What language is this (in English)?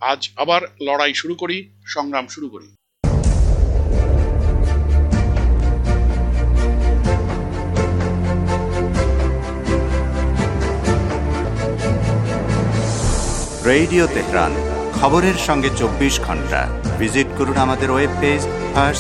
Bangla